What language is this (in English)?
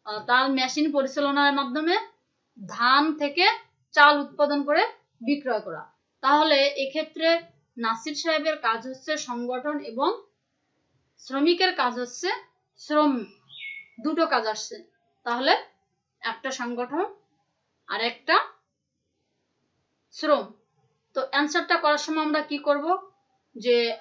Bangla